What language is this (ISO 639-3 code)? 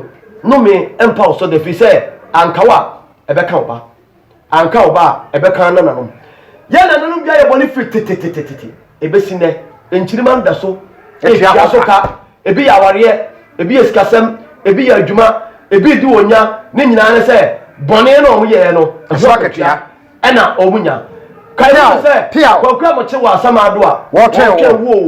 aka